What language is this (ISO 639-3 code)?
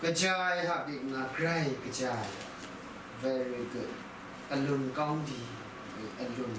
kac